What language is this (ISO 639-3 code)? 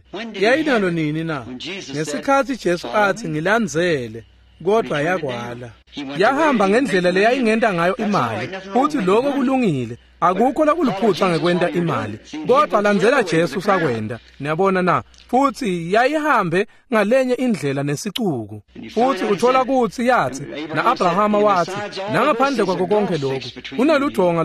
ssw